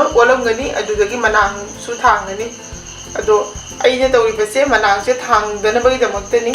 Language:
Manipuri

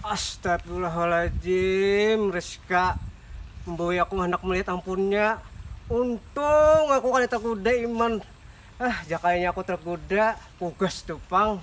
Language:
Banjar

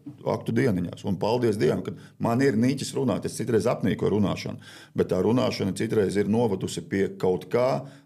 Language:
Latvian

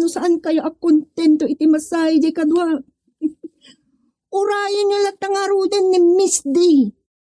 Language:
Iloko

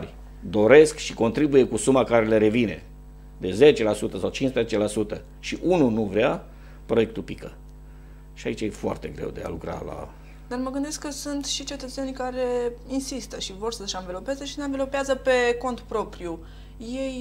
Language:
Romanian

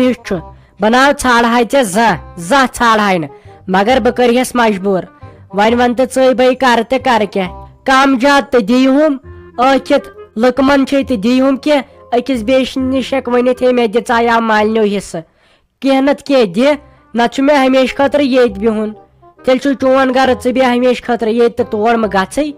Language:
Kashmiri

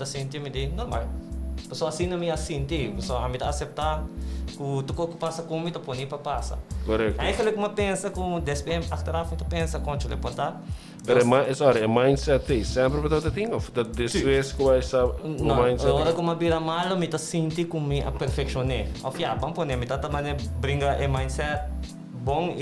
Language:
Papiamento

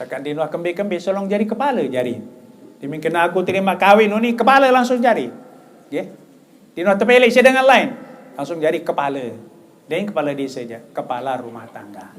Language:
Sasak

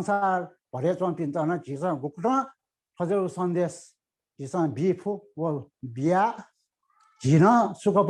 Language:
Newari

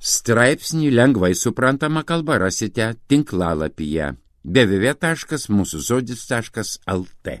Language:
Lithuanian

